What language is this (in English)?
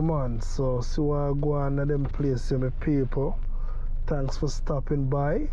Jamaican Creole English